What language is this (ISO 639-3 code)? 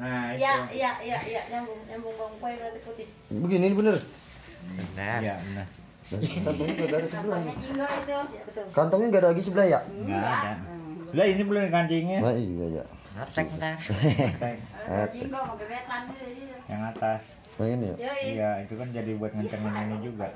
bew